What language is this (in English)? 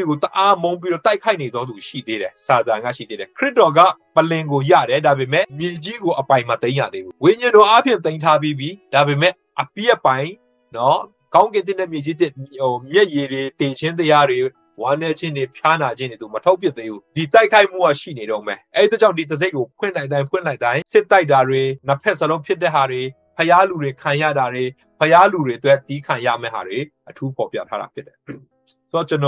Burmese